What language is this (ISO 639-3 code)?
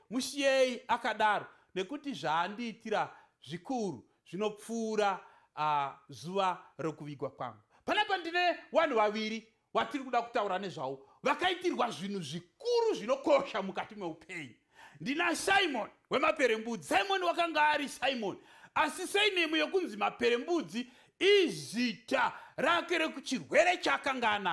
sna